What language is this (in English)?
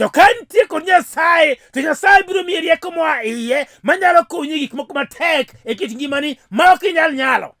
Luo (Kenya and Tanzania)